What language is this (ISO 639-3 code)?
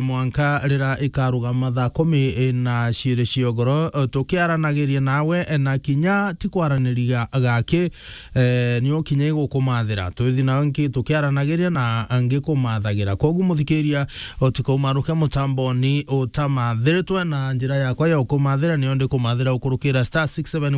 mer